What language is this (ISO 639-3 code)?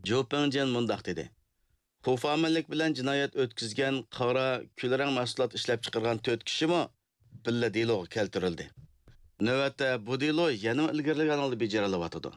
uig